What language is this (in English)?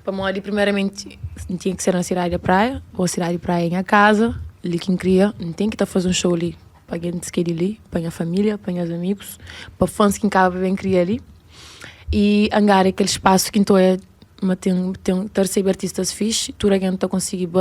Kabuverdianu